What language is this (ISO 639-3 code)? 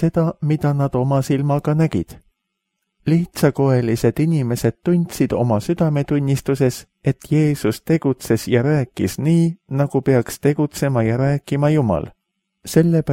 est